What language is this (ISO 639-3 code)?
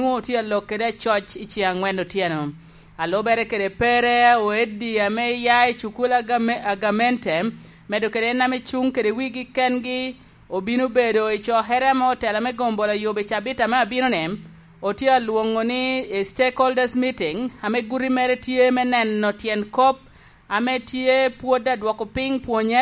laj